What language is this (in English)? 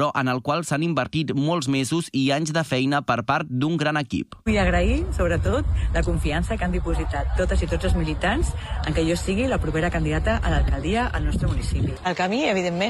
Catalan